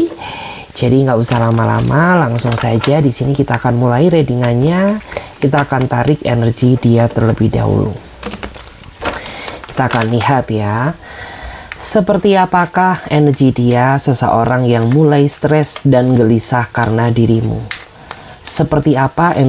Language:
Indonesian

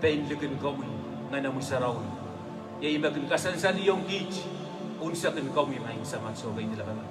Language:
Pohnpeian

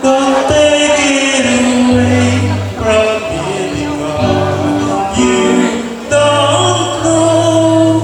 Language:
Iloko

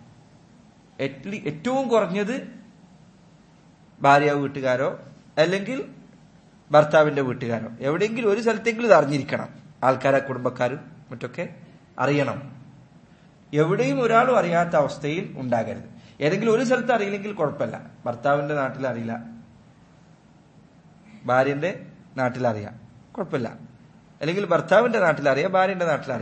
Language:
Malayalam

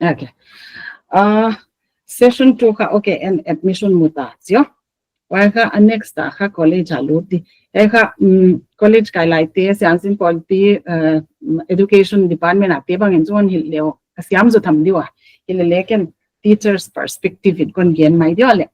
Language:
Paite Chin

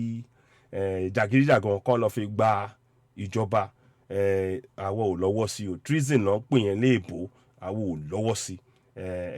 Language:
Yoruba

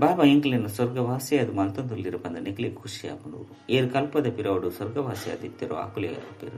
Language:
Tulu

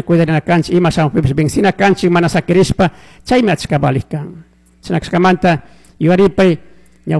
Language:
Chimborazo Highland Quichua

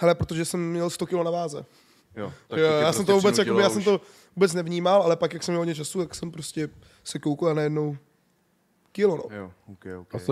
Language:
Czech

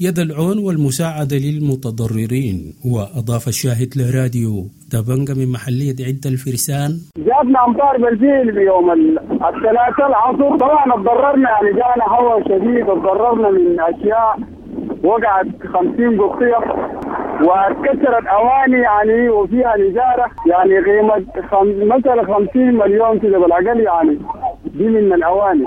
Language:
Sudanese Arabic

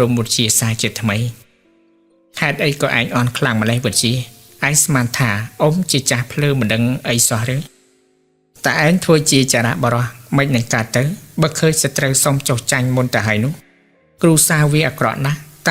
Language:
Khmer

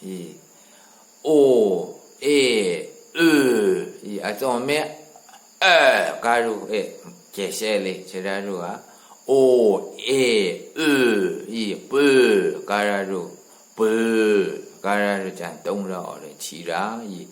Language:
Maru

